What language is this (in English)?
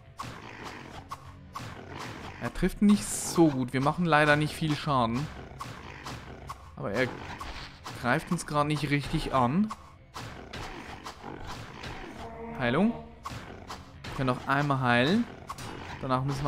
German